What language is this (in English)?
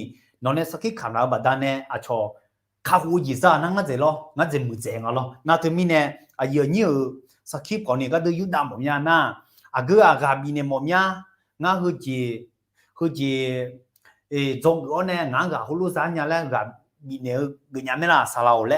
Akha